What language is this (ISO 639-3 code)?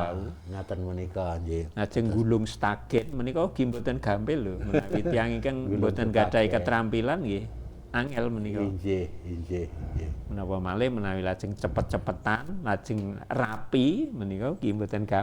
jav